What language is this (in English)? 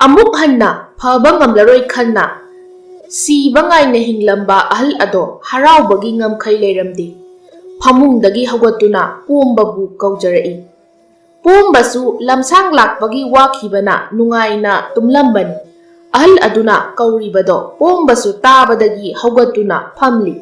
Manipuri